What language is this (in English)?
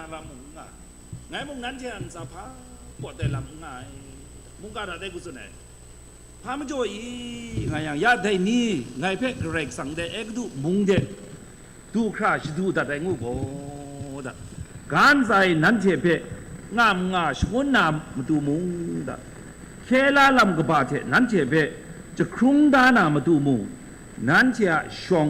Kachin